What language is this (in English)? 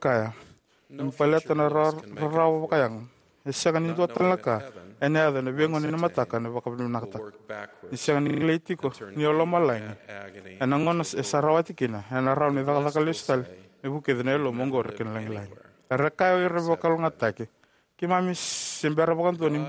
Fijian